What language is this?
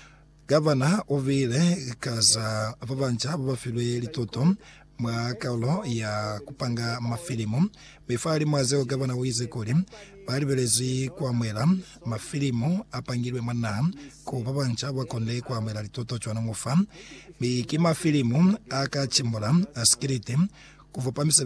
Lozi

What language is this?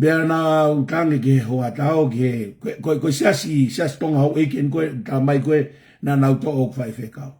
Tongan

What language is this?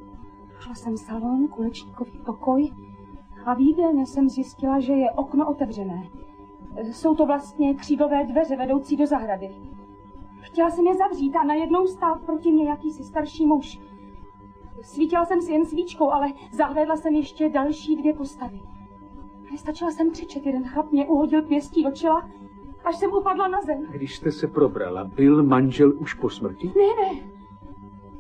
Czech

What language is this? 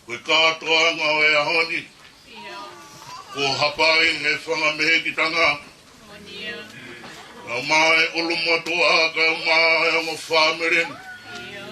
Tongan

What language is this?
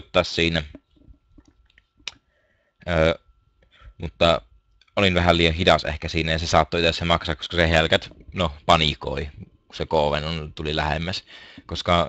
Finnish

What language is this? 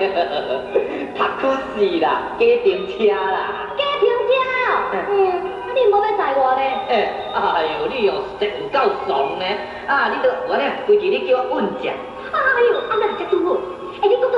Min Nan Chinese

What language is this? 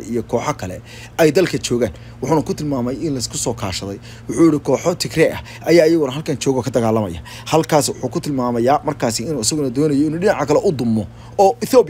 Somali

